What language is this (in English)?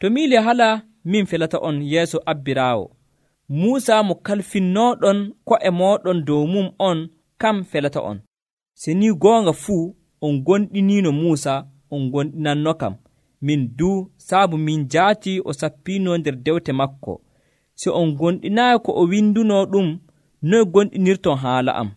Nigerian Fulfulde